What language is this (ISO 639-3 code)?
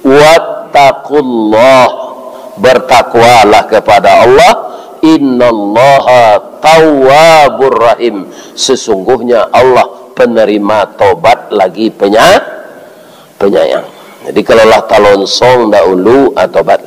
min